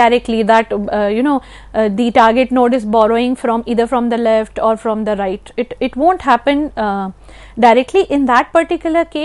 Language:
English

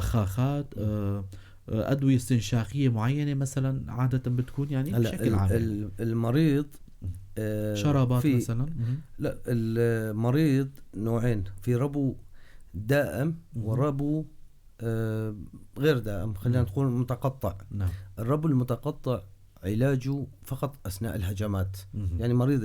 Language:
North Levantine Arabic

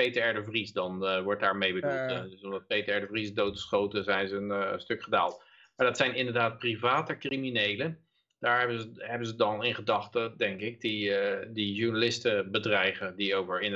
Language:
Dutch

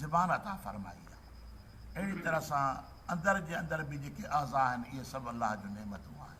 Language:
Sindhi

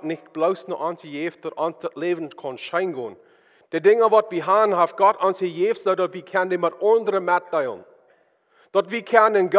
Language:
Plautdietsch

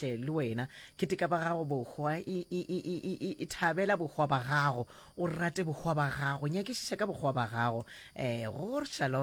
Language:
Northern Sotho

